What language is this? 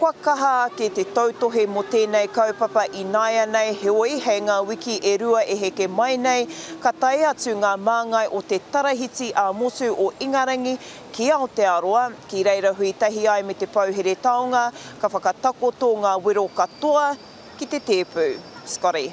Māori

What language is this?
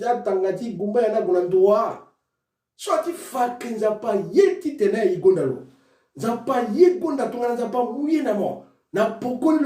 Sango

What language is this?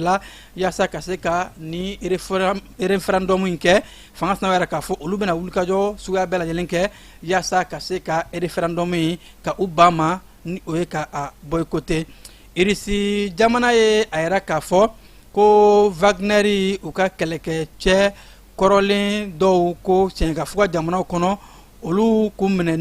Bambara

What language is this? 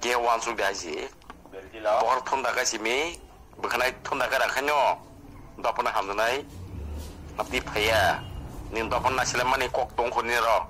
Kok Borok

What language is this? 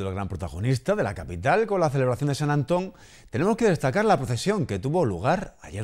Spanish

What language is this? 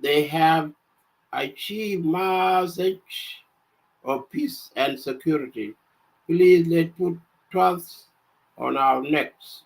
Nuer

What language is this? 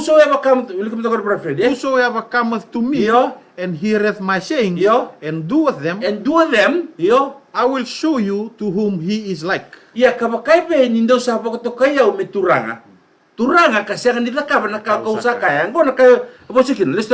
Fijian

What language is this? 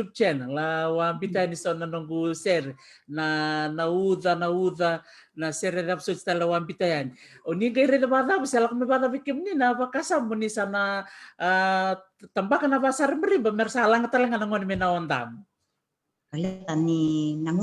Fijian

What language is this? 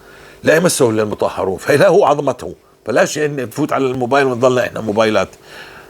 North Levantine Arabic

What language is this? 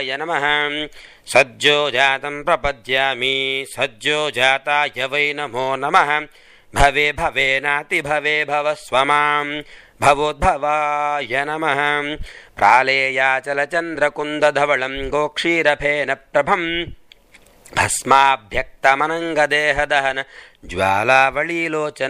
Sanskrit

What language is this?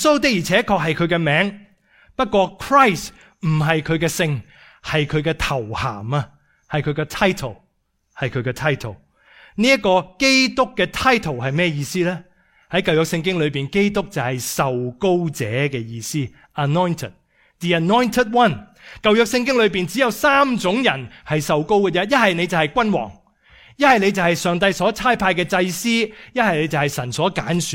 Cantonese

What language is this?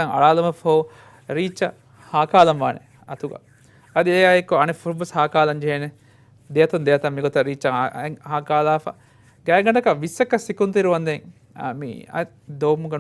Divehi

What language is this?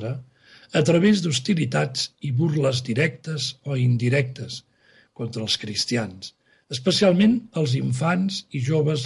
Catalan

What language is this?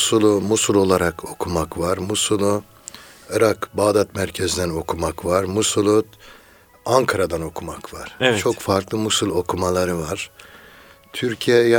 Turkish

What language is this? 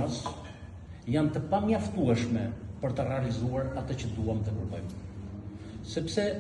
Albanian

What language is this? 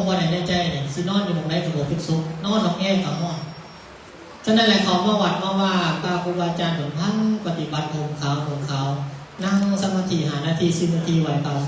Lao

